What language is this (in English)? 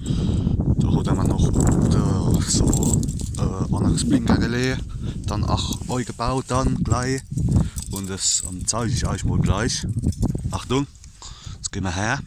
Palatine German